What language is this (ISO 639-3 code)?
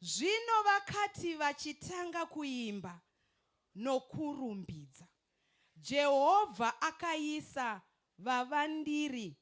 sna